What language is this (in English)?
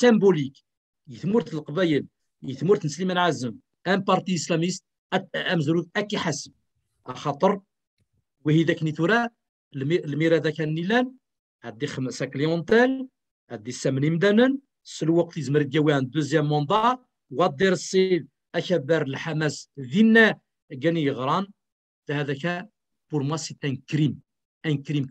Kabyle